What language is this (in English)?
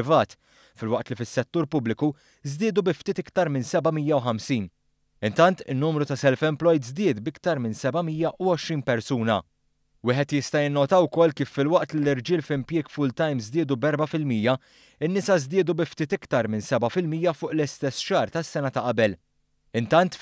Maltese